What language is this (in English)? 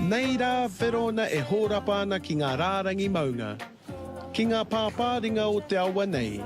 Māori